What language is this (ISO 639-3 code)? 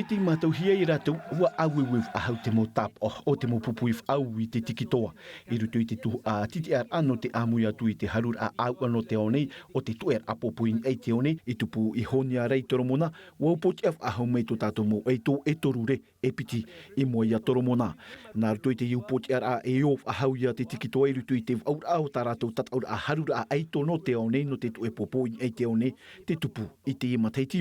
tah